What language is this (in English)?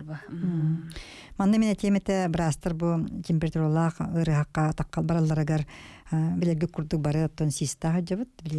Yakut